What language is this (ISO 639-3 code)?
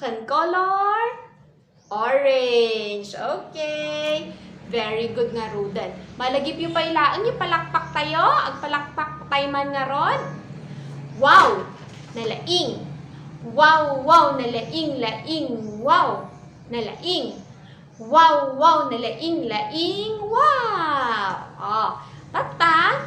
ilo